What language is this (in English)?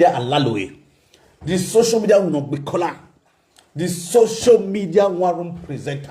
Nigerian Pidgin